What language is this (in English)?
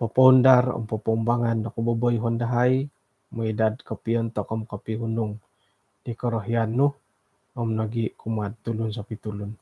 Central Dusun